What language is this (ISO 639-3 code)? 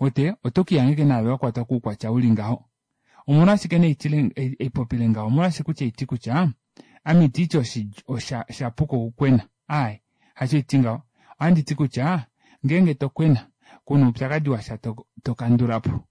kua